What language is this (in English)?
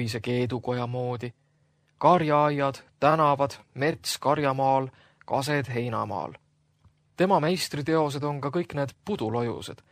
Estonian